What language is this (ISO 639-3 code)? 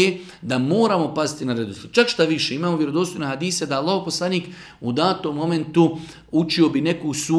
bos